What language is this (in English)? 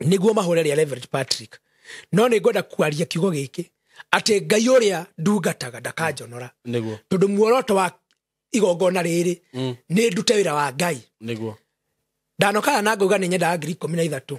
Kikuyu